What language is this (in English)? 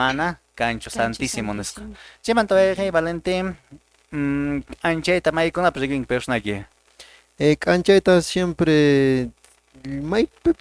Quechua